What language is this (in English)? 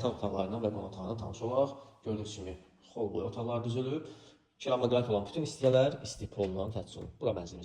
Azerbaijani